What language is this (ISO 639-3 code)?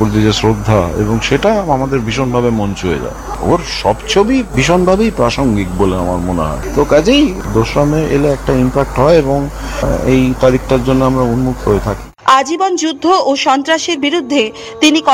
ben